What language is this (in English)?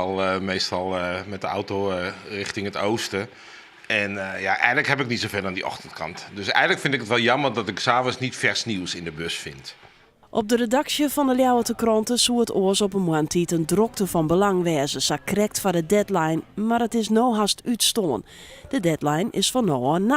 Western Frisian